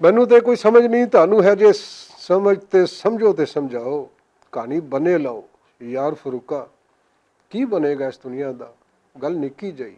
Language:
Western Panjabi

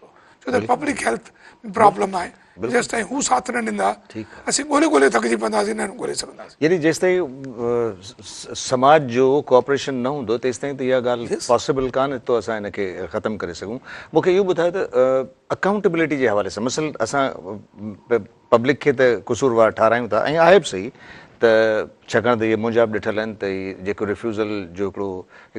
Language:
Sindhi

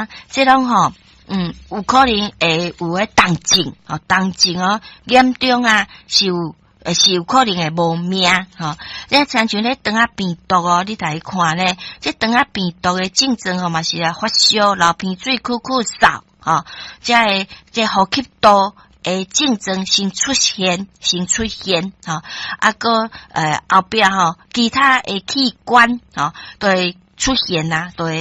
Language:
Min Nan Chinese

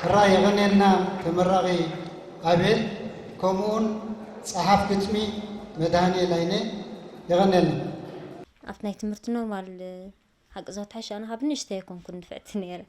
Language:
Tigrinya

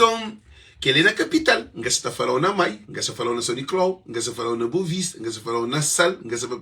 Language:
Kabuverdianu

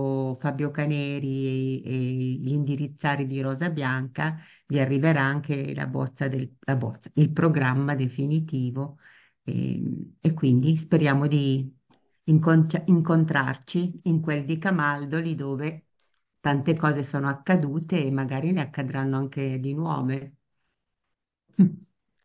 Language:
Italian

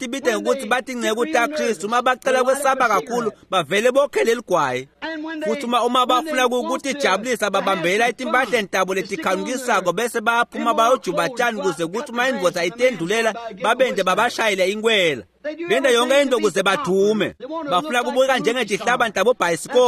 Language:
Swati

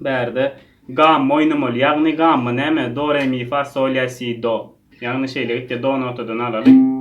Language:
Turkmen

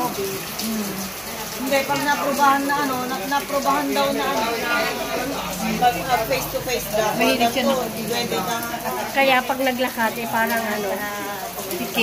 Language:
Filipino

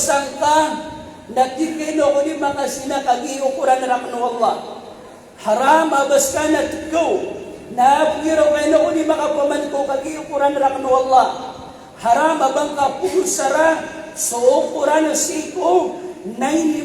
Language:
Maranao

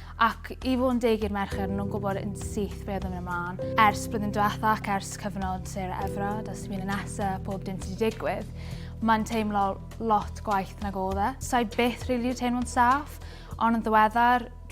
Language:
Welsh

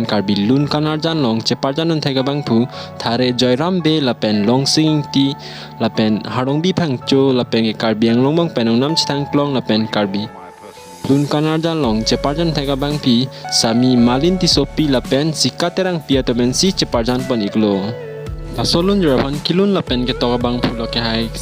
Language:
Karbi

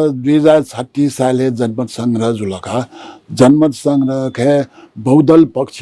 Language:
Newari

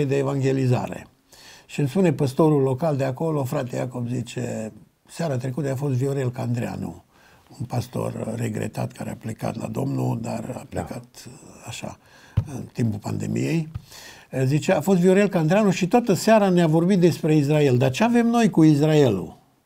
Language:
Romanian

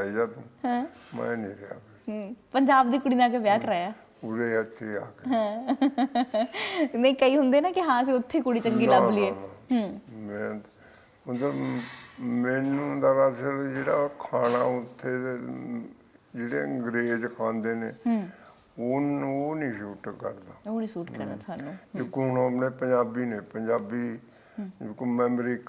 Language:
Punjabi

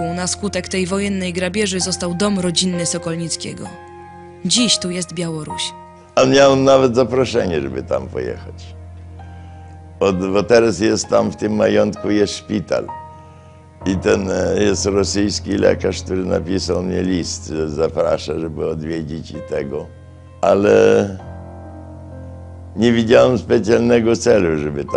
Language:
Polish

